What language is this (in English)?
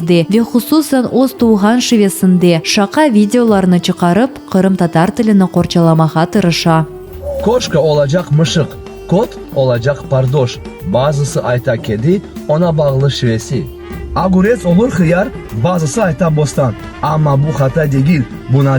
Crimean Tatar